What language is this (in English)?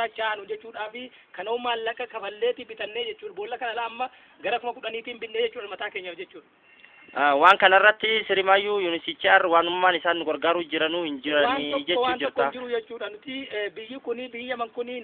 Oromo